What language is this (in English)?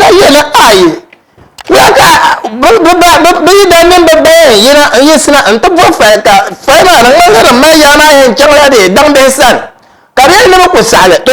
Dagbani